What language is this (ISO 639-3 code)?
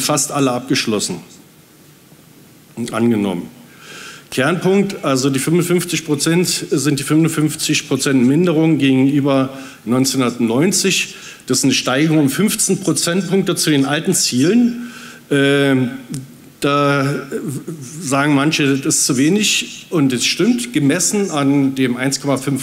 deu